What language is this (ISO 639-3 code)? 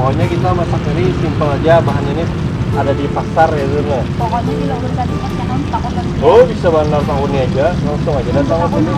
bjn